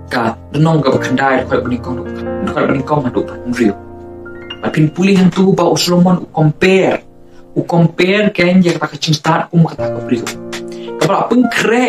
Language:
Khasi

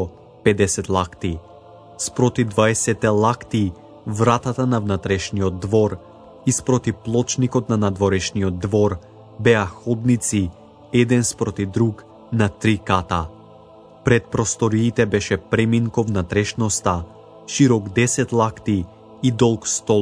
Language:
Macedonian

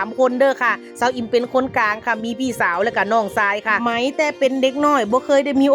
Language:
Northeastern Thai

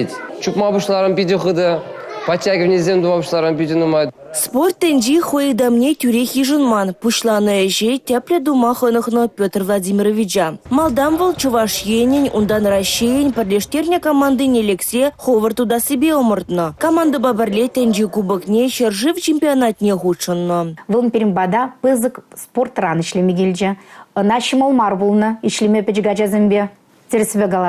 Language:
Chuvash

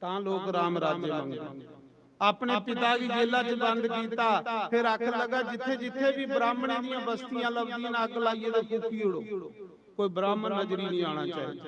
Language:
Dogri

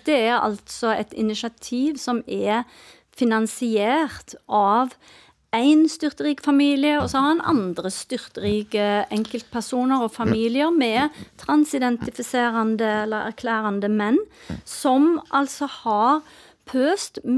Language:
Norwegian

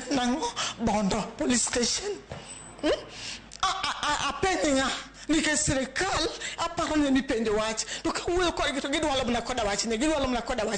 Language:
Luo (Kenya and Tanzania)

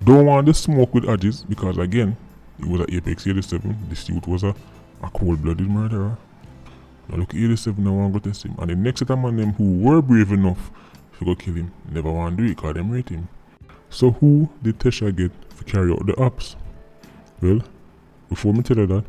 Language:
Jamaican Creole English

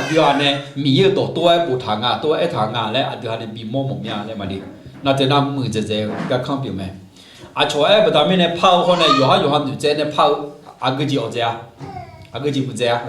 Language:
Akha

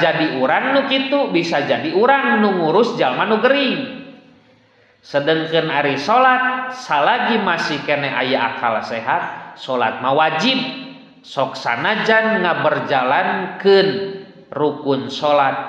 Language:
Sundanese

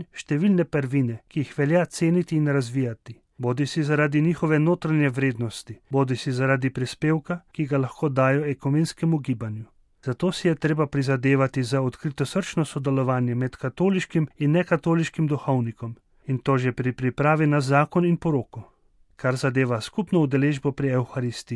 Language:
Slovenian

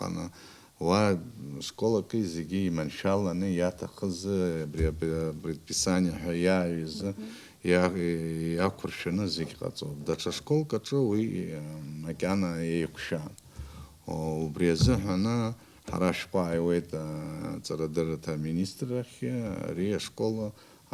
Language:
Abkhazian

